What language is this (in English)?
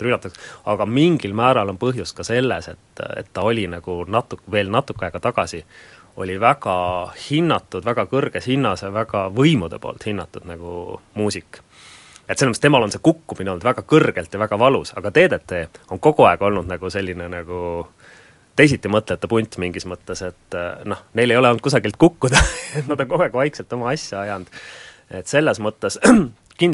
Estonian